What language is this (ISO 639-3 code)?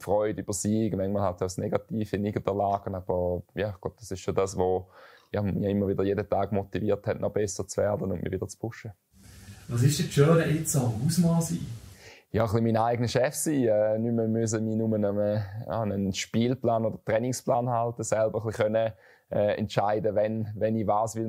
gsw